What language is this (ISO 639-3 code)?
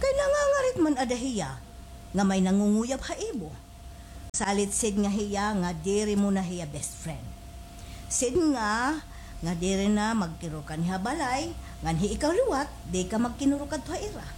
war